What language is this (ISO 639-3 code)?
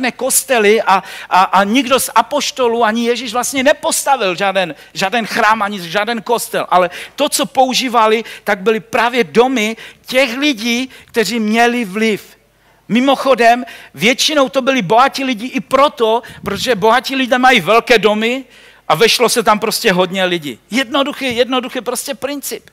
ces